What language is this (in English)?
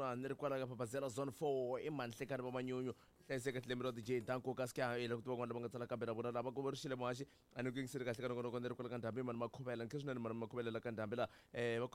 Tsonga